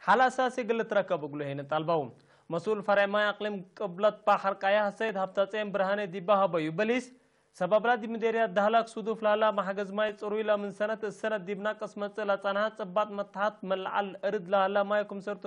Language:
Tigre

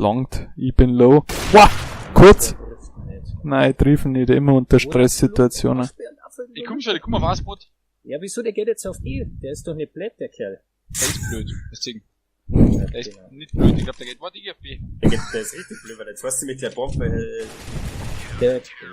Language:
Bavarian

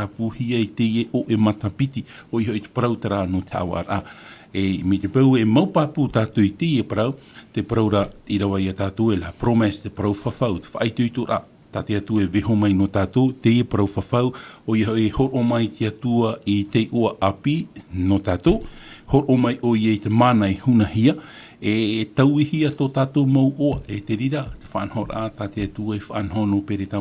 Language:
Tahitian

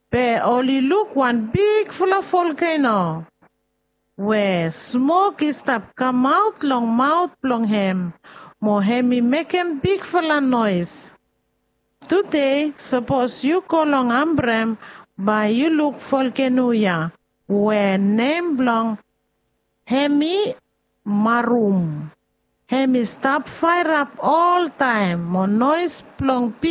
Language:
Bislama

